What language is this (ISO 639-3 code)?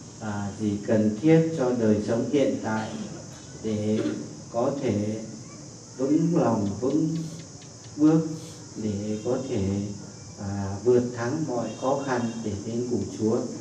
vie